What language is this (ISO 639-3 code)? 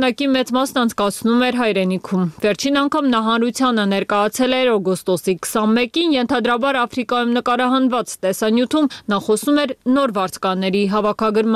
hye